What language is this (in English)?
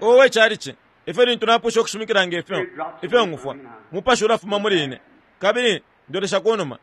Bemba